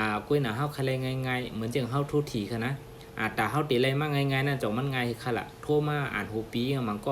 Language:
Shan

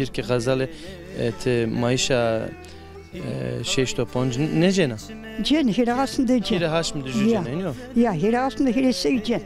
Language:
Zaza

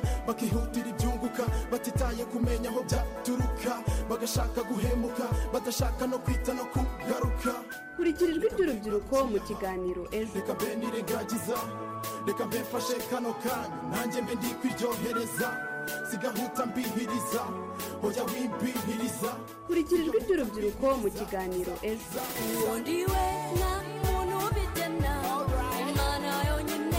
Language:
Kinyarwanda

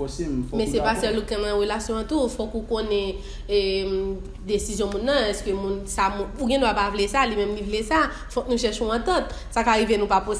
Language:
Haitian Creole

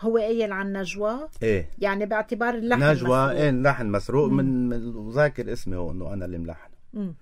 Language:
North Levantine Arabic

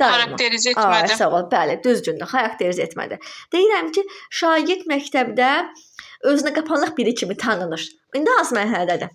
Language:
Azerbaijani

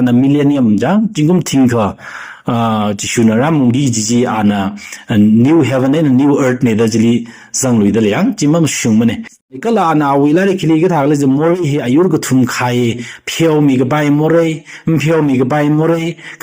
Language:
Tangkhul Naga (India)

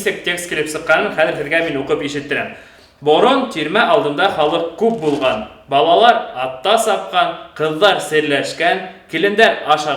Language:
Bashkir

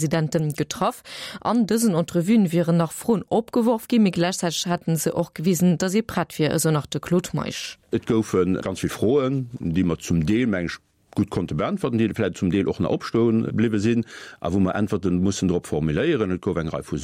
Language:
Luxembourgish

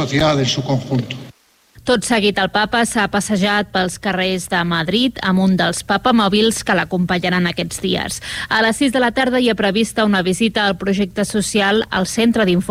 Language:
Catalan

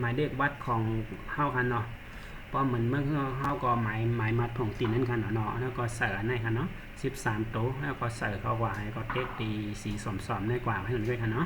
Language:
Shan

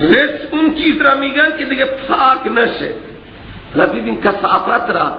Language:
Persian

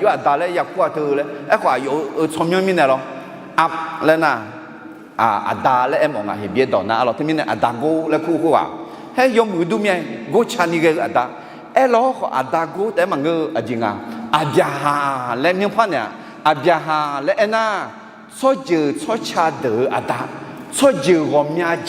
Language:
Akha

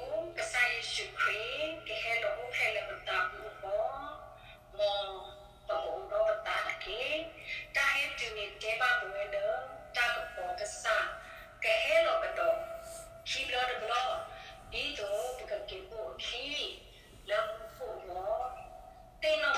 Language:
S'gaw Karen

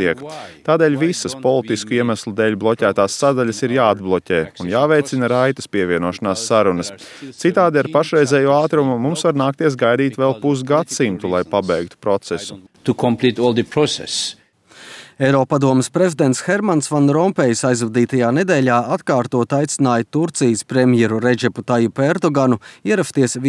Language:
Latvian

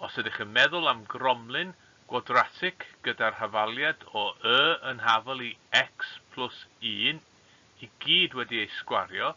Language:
Welsh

